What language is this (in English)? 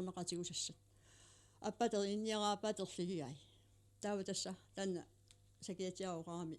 Kalaallisut